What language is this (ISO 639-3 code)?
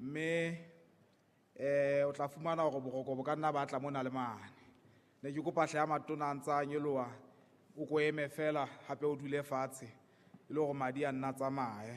sot